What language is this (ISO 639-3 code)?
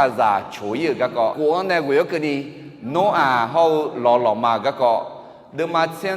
ahk